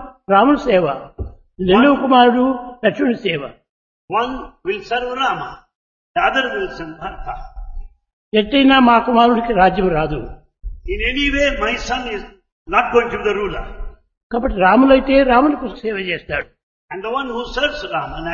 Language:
Telugu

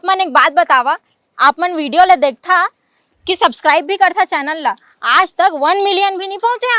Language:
Chhattisgarhi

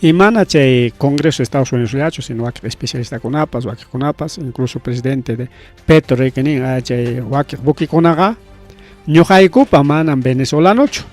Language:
Ayacucho Quechua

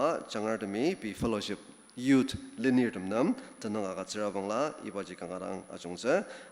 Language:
Ao Naga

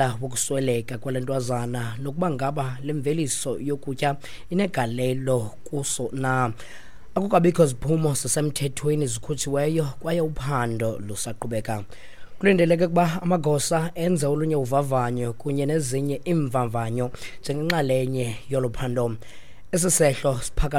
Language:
Xhosa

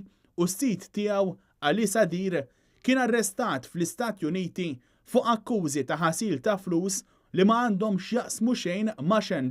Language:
Maltese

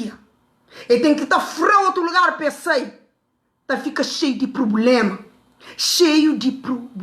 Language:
Kabuverdianu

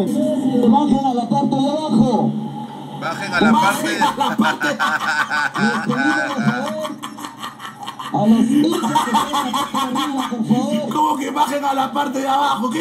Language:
Spanish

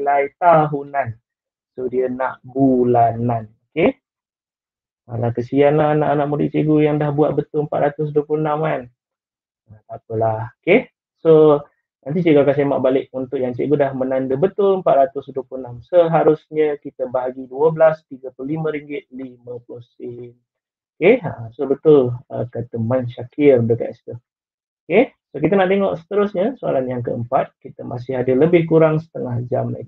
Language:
Malay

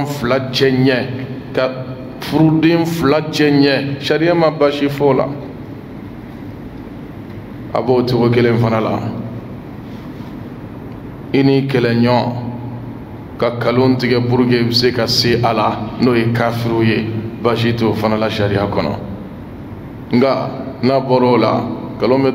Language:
Bambara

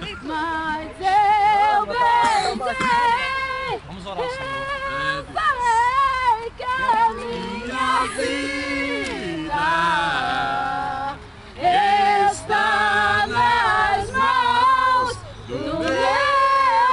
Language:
Portuguese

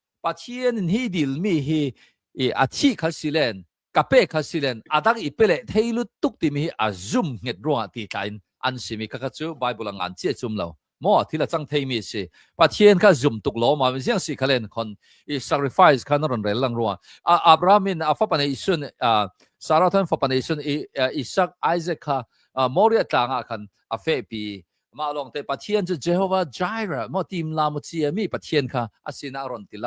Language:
Hakha Chin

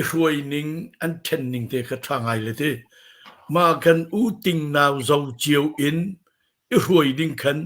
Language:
Hakha Chin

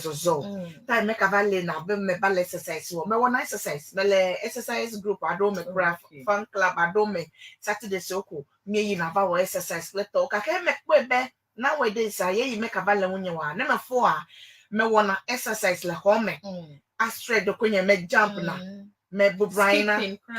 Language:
Ewe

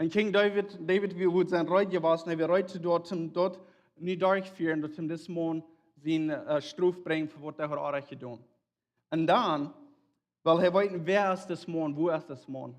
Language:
Plautdietsch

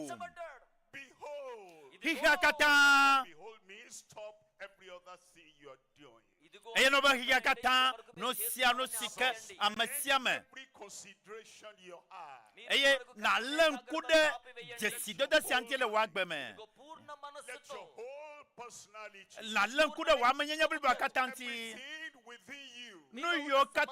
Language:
Ewe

